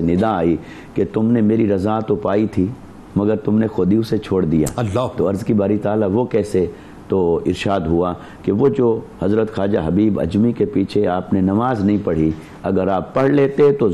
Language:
Urdu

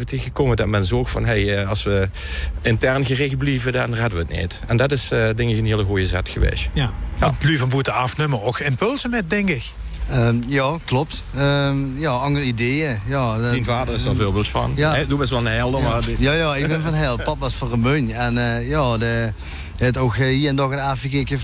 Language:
Limburgish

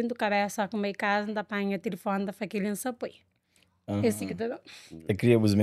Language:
Kabuverdianu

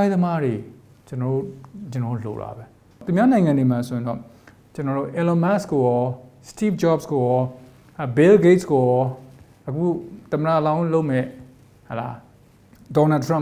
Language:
Burmese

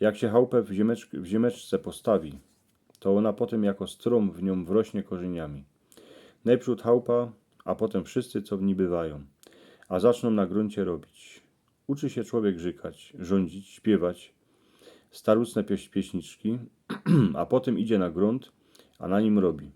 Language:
Silesian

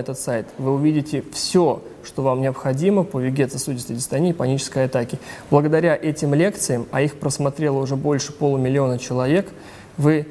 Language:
Russian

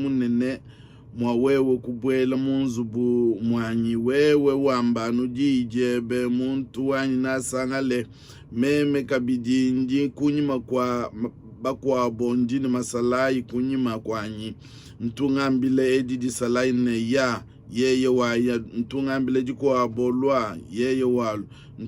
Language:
Luba-Lulua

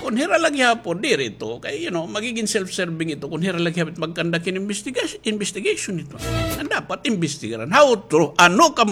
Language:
Waray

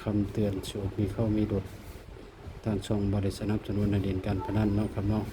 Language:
Northeastern Thai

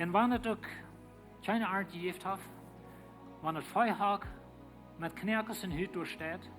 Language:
Plautdietsch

